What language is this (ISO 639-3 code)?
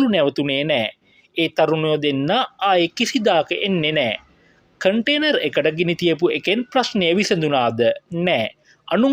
sin